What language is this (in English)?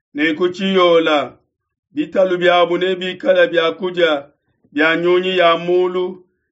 Luba-Lulua